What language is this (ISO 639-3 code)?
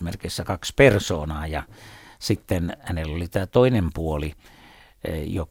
fin